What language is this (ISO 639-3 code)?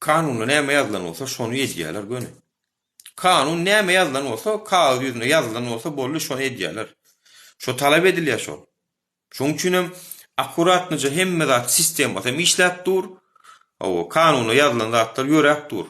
tuk